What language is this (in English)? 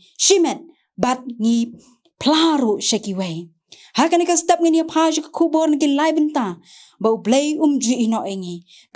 Khasi